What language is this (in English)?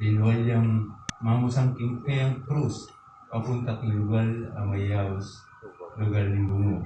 Pampanga